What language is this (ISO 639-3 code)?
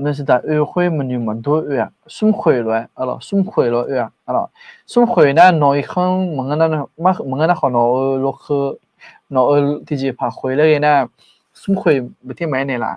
ahk